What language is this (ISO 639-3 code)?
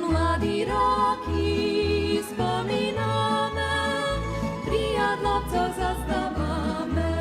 rue